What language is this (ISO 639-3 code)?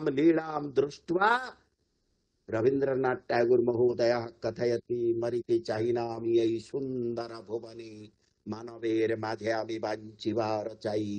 san